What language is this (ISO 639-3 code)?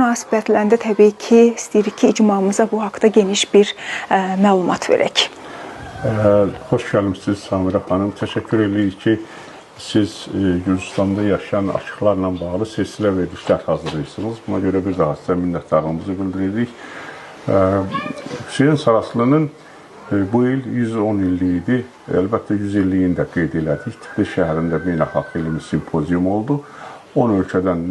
aze